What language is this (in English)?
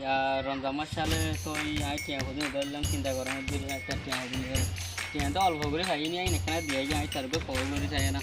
Rohingya